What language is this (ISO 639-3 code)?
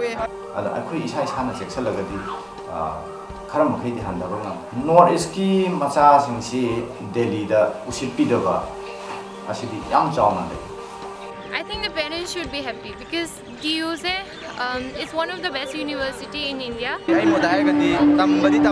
mni